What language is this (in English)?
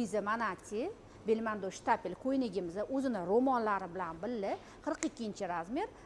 Uzbek